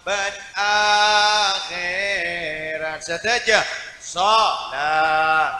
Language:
Madurese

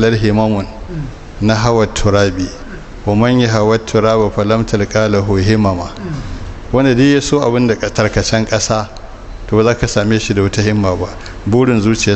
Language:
Hausa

